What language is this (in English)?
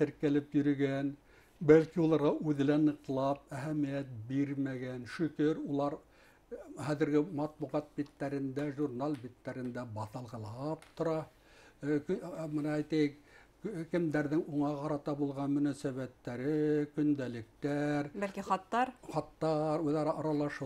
Bashkir